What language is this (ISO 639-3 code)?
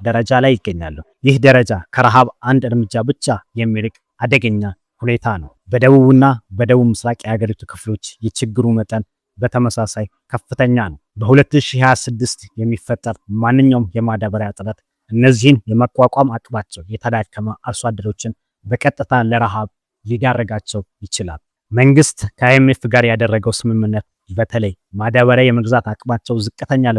amh